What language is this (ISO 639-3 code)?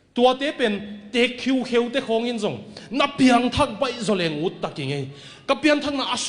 ctd